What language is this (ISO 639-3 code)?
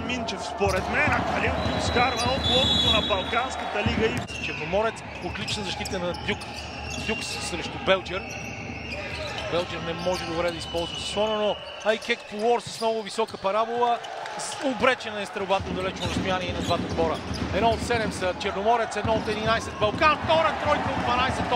bul